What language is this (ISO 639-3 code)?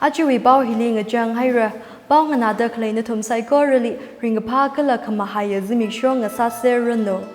nmf